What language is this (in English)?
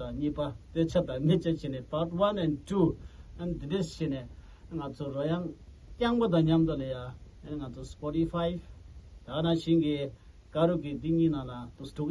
Tibetan